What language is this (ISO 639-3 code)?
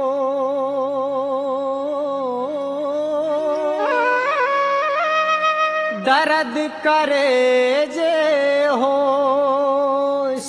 bho